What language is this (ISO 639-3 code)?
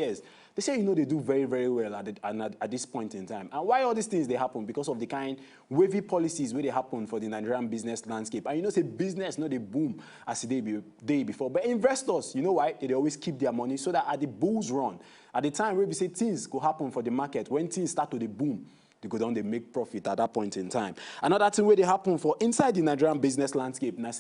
pcm